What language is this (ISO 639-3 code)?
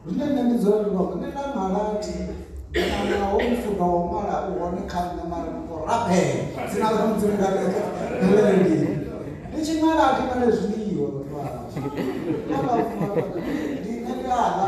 ven